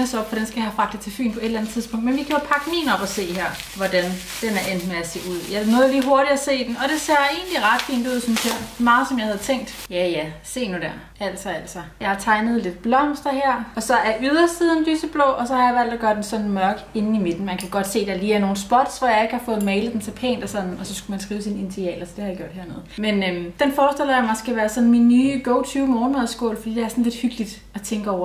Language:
Danish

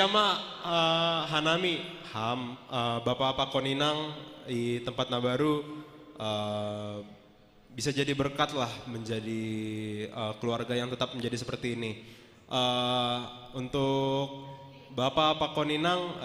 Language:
Batak Simalungun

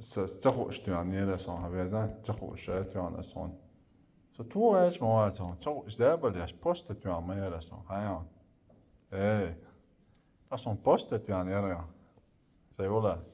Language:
Chechen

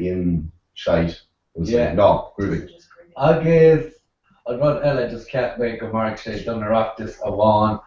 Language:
Irish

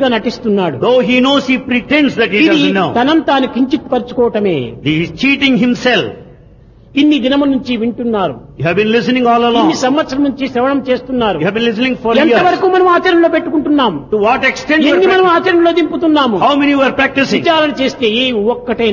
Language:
Telugu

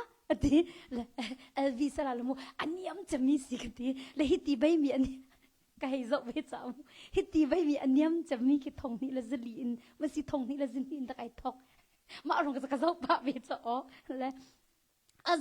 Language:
Hakha Chin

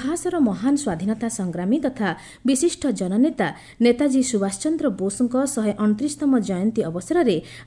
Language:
Odia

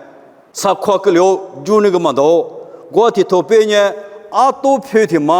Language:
Lisu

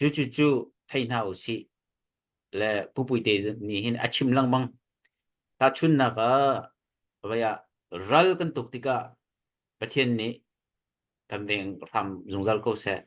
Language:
Hakha Chin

